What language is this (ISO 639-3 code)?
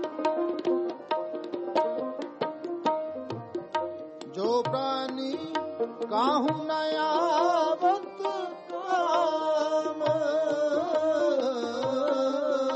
pan